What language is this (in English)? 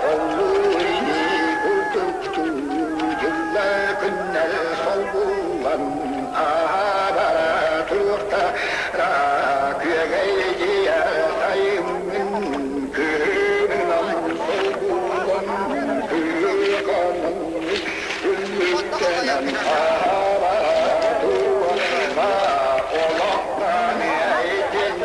Yakut